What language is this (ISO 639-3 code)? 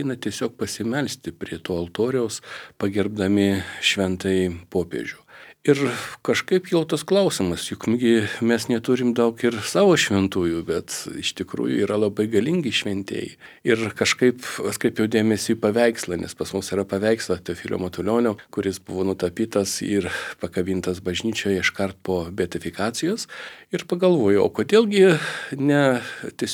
lit